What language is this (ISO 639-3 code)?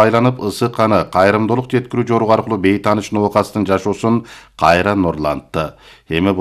kir